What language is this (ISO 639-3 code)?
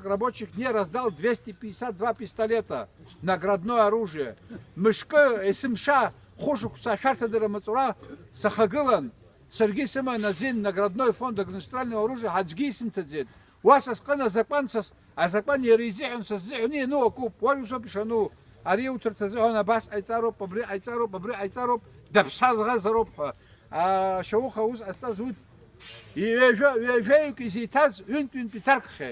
abk